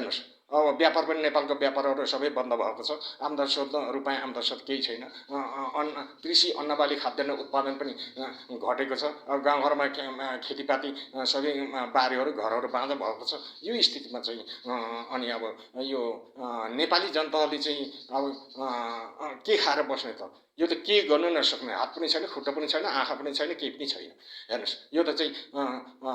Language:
Nepali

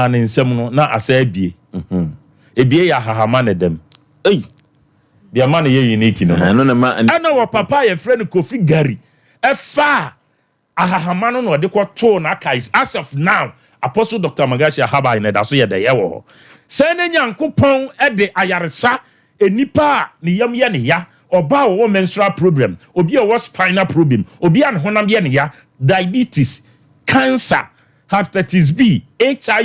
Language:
Akan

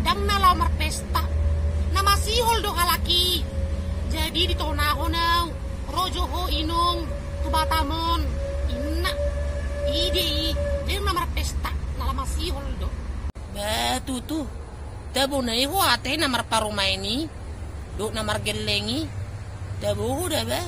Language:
Batak Toba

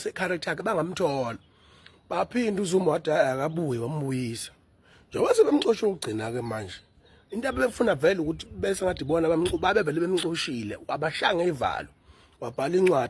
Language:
Zulu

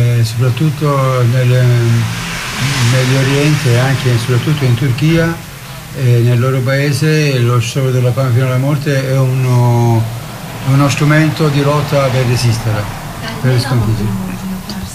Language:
Italian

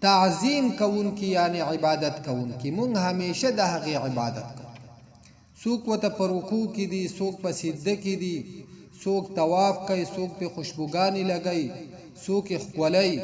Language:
Pashto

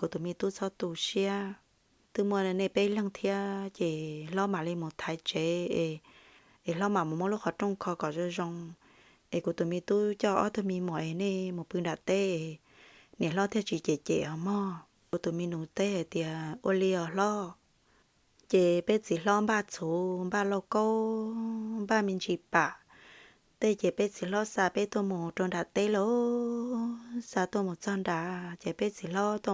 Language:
Hmong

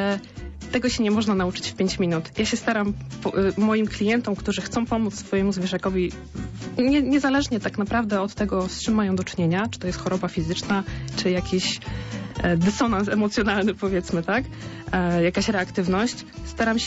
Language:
Polish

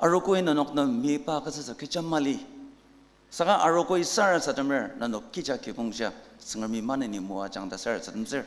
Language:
Ao Naga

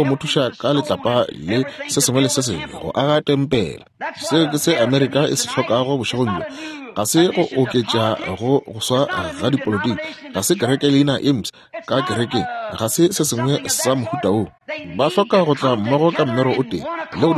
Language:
Northern Sotho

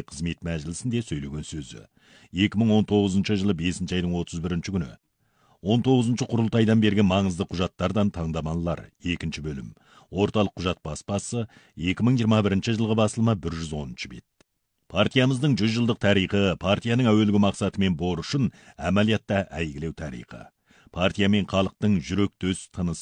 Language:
Kazakh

